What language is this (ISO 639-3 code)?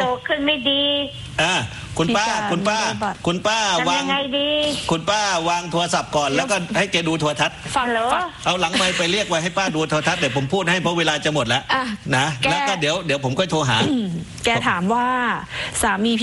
tha